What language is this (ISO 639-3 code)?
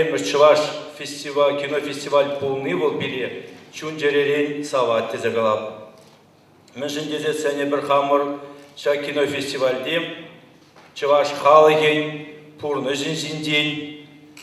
chv